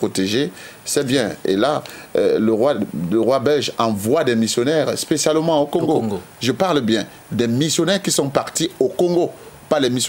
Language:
French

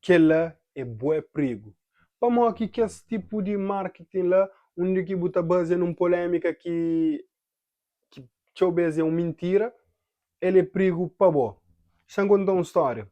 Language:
Kabuverdianu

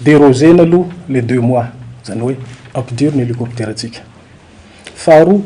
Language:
Malagasy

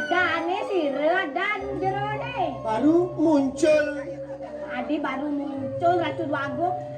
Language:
Balinese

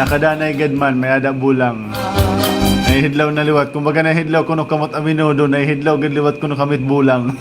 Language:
Waray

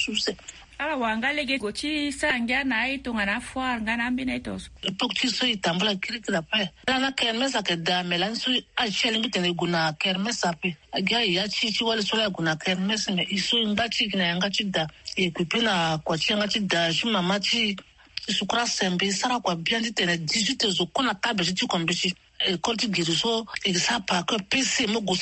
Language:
Sango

